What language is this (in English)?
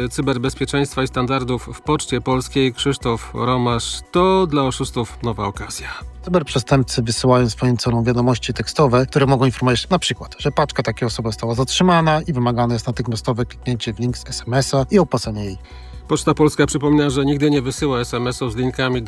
Polish